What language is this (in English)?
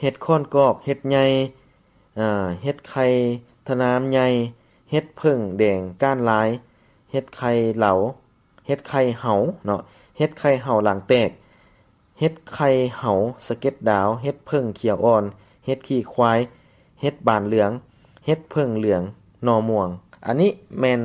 Lao